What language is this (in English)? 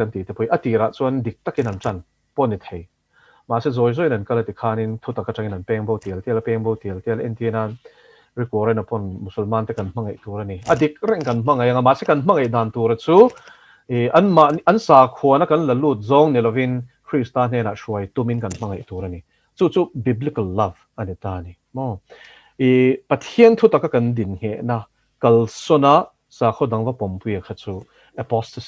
Mizo